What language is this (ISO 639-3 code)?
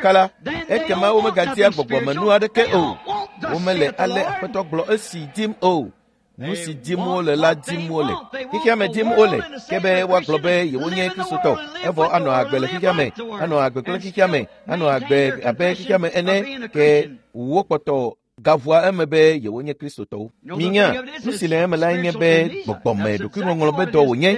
ewe